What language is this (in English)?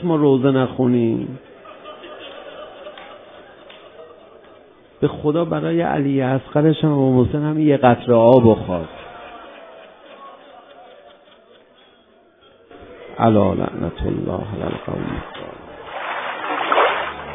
Persian